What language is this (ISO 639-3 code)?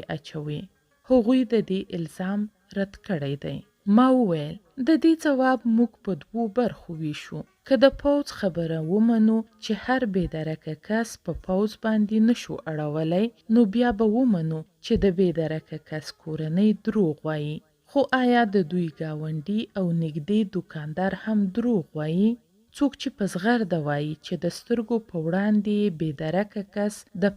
pus